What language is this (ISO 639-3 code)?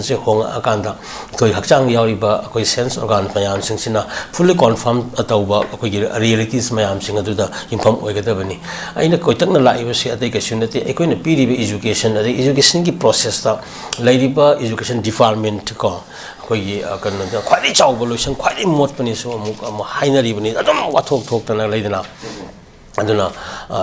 mni